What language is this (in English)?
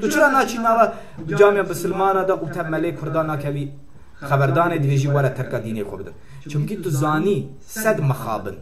Kurdish